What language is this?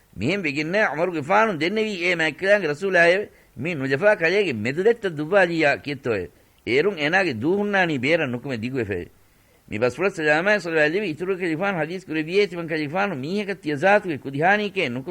Divehi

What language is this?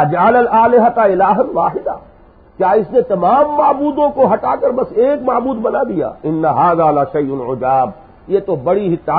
Urdu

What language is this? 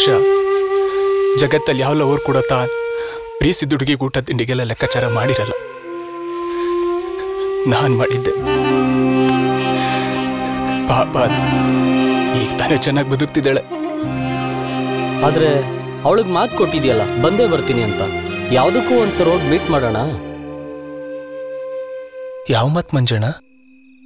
Kannada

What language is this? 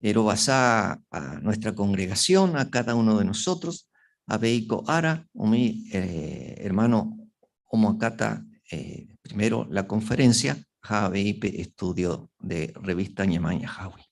Guarani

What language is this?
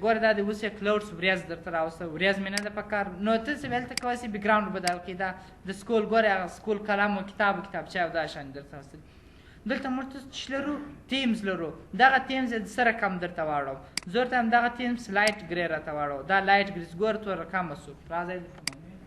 Pashto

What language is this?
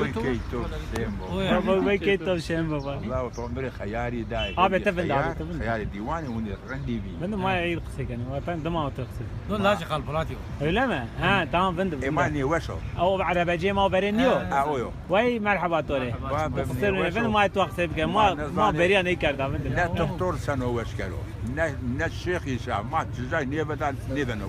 Zaza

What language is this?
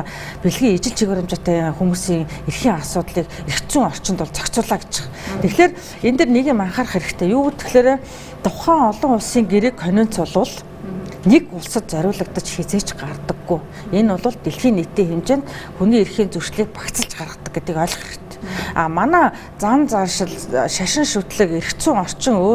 Mongolian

